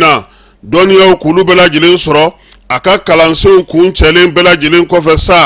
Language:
Bambara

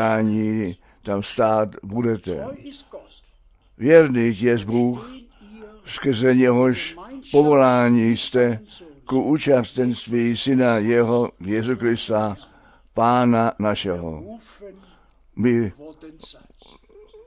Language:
Czech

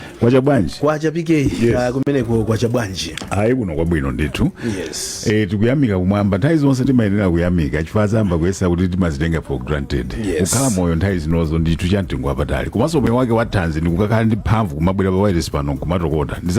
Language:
Nyanja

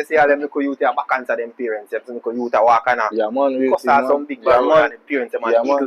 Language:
Jamaican Creole English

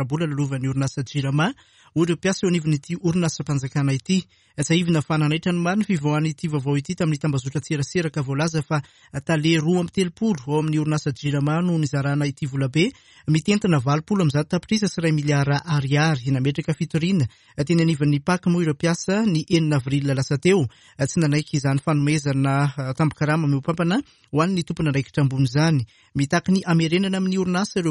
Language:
Malagasy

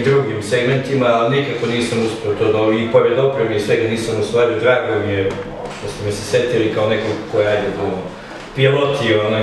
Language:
Serbian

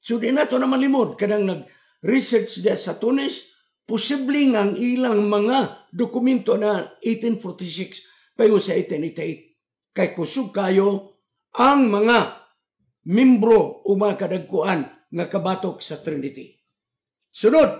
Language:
Cebuano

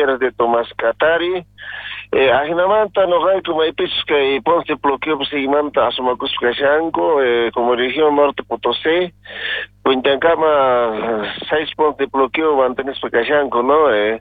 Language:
South Bolivian Quechua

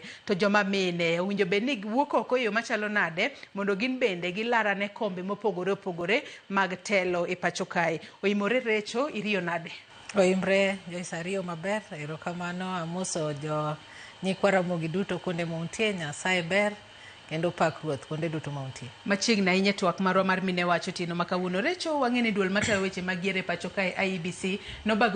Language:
Luo (Kenya and Tanzania)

